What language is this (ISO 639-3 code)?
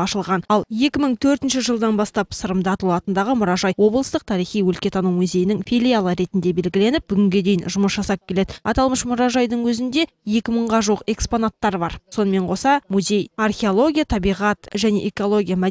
kaz